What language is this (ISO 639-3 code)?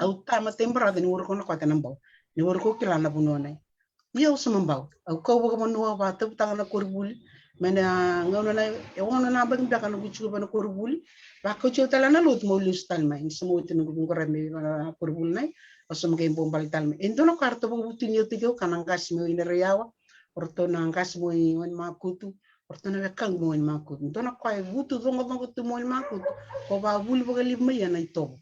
fij